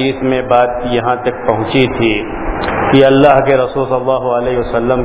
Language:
Urdu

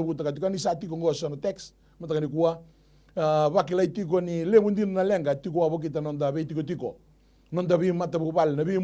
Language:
Fijian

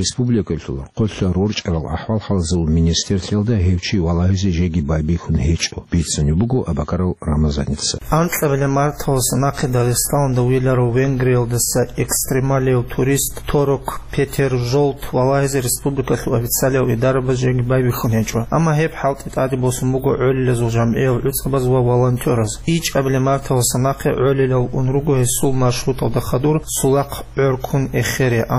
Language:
Avaric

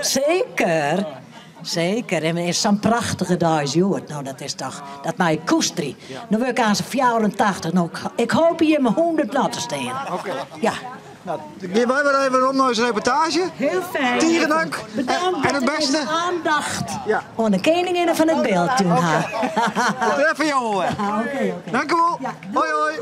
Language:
Western Frisian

